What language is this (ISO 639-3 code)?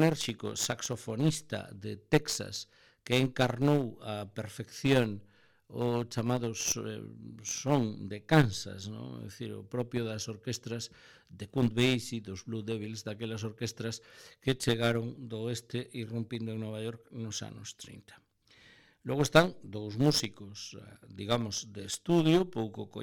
glg